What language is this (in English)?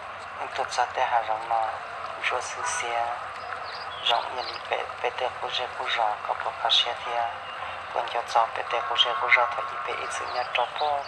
Hmong